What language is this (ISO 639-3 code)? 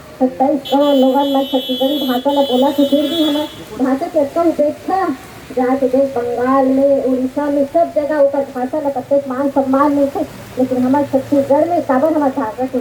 hne